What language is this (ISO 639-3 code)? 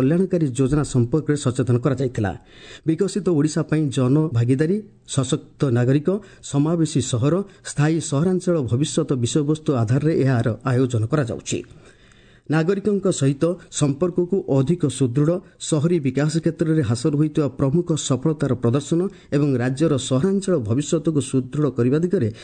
ori